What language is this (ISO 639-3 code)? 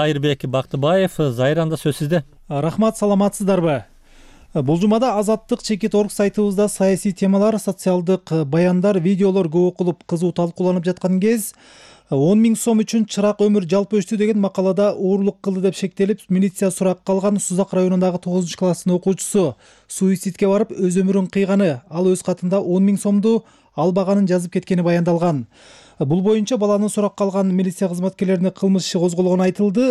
kir